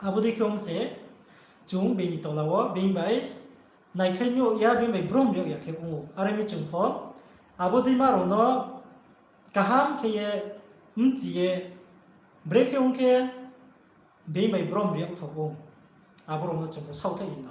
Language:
Riang (India)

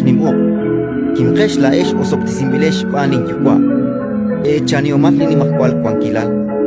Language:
Kekchí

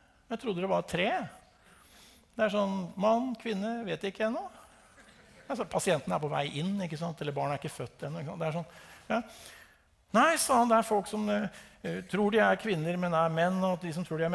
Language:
Norwegian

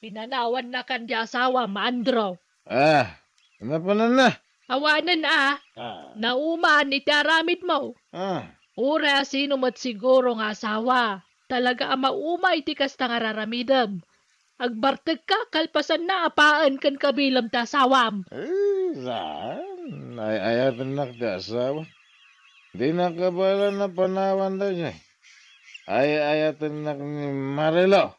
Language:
Iloko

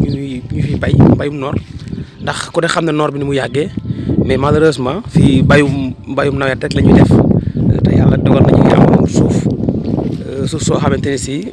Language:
Wolof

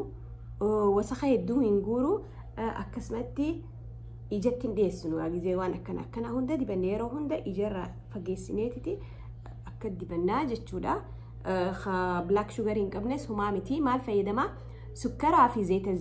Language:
Oromo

